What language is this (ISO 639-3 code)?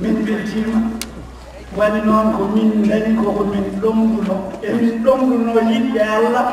ful